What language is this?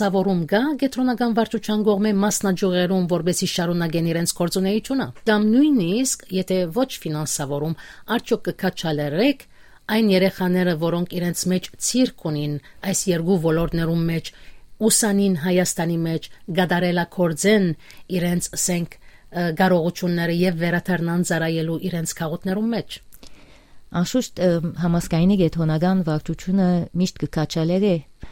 Western Armenian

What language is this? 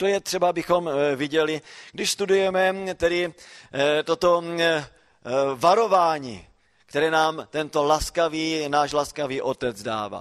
Czech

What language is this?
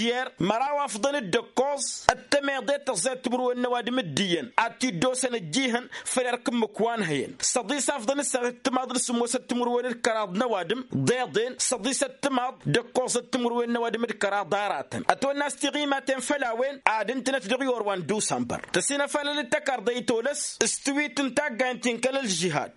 Tamasheq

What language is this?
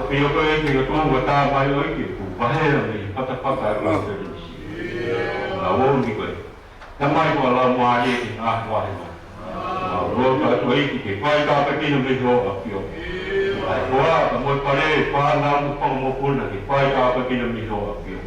Tongan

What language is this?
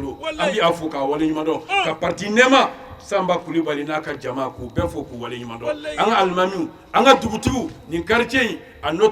Bambara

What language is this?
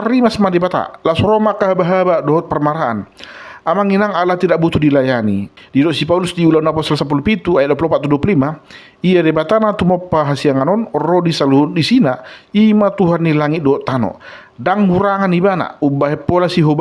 Batak Toba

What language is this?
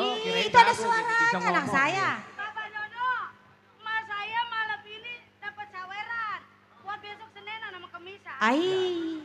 Betawi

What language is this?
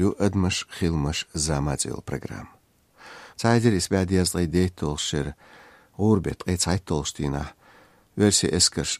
Chechen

